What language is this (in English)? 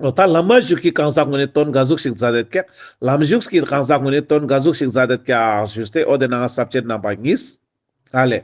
Ladakhi